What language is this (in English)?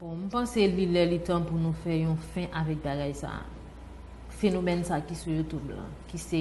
Haitian Creole